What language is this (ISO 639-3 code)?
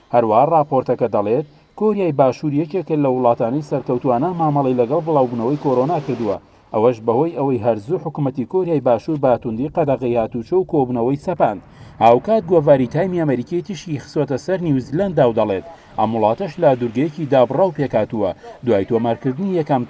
ckb